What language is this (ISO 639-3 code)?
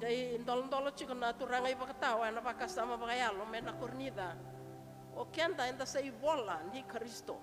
fij